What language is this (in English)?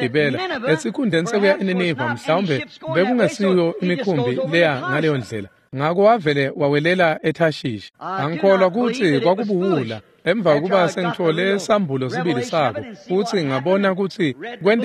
Swati